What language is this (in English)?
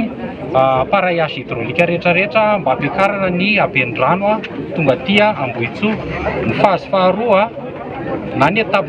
Malagasy